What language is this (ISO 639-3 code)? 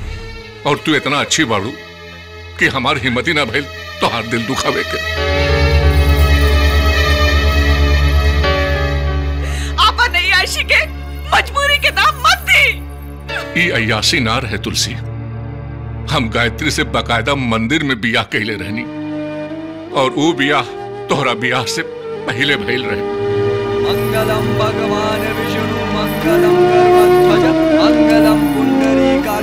bho